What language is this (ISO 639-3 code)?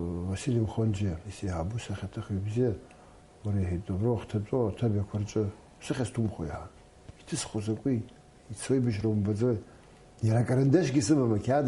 abk